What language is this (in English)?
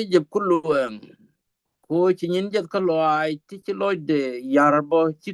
Nuer